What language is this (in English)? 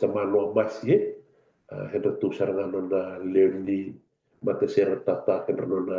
Fijian